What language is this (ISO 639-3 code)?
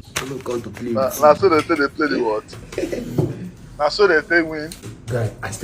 pcm